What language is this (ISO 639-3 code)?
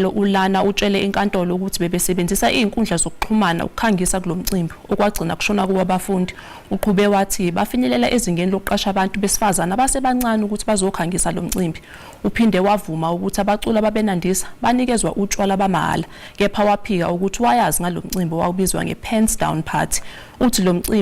zul